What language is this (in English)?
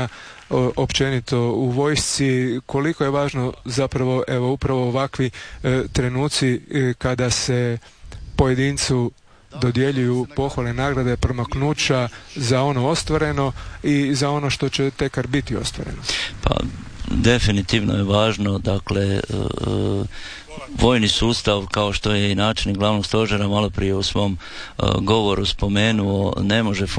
Croatian